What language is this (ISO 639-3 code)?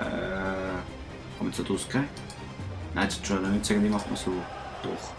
gsw